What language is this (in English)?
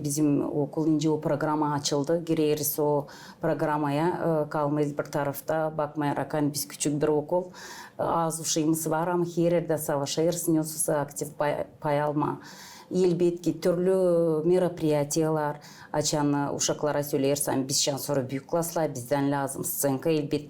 Gagauz